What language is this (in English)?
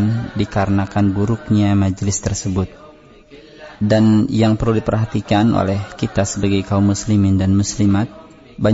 Indonesian